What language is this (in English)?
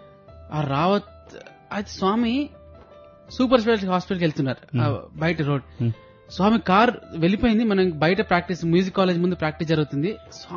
Telugu